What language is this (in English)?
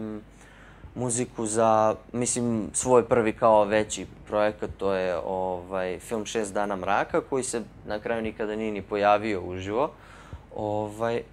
Serbian